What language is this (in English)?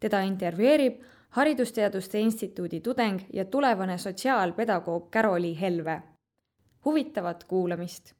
Estonian